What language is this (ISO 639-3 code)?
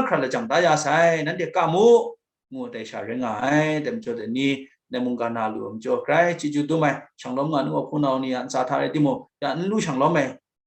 kac